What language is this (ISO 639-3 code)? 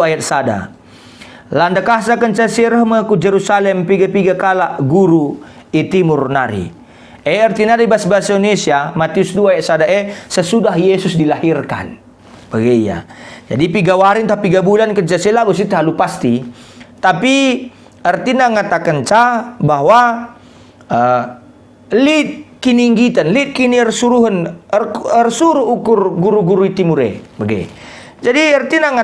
btx